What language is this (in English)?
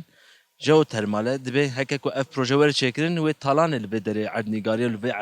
Kurdish